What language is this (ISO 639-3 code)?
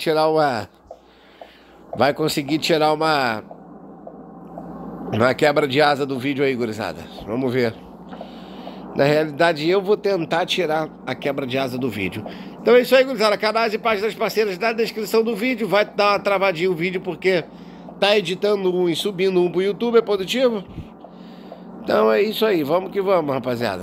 por